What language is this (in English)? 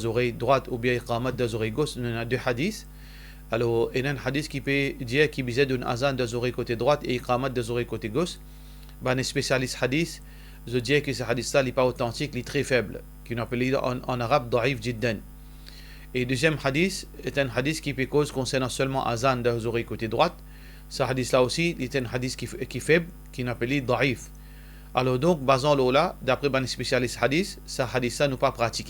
Morisyen